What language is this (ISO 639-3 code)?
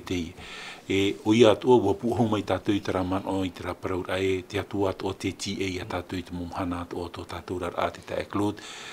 tah